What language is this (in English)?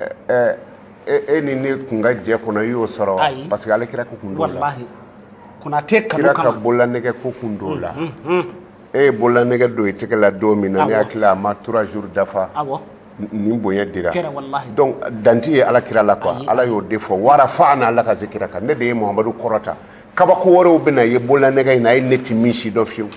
Bambara